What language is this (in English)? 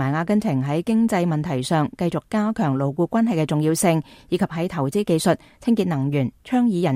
Cantonese